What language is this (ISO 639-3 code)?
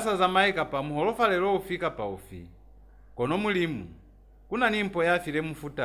loz